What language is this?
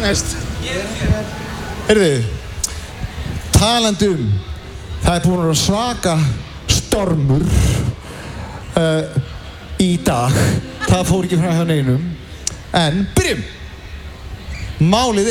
Icelandic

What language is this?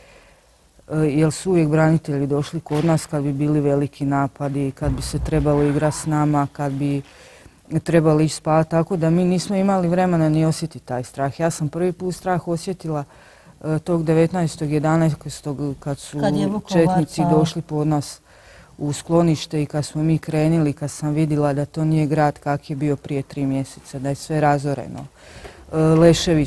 Croatian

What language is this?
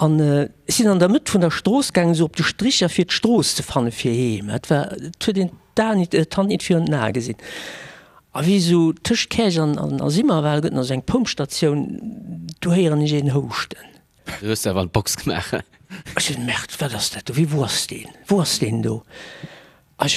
Luxembourgish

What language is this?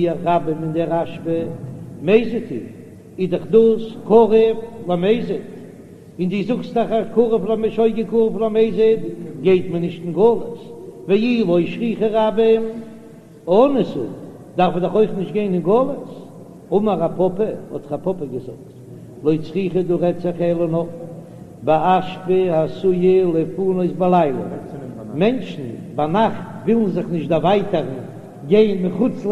Yiddish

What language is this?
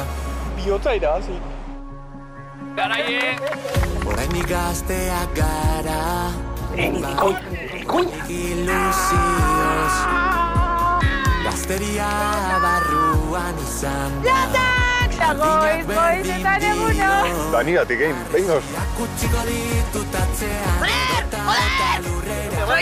Basque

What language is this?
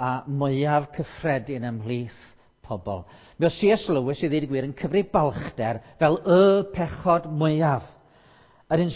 Welsh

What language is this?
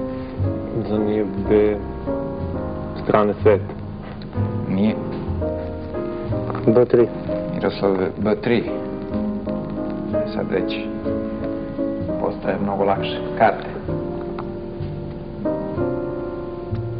Serbian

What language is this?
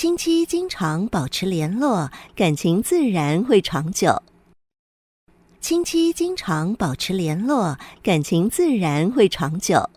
Hakka Chinese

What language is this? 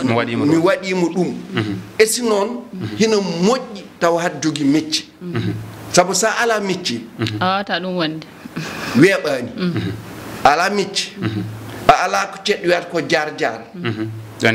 Fula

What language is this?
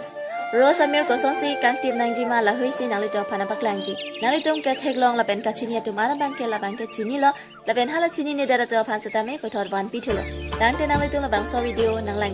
Karbi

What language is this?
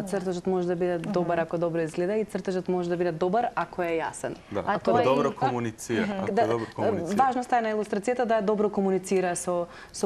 Macedonian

